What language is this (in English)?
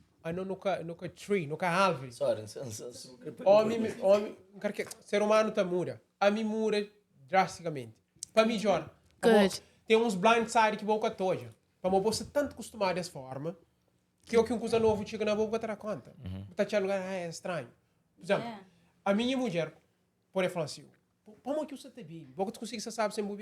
Kabuverdianu